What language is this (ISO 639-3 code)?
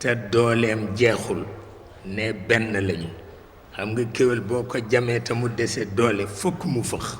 wol